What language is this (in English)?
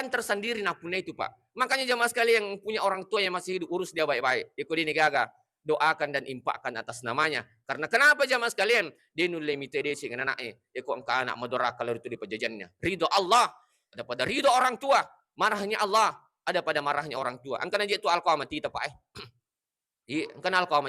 Buginese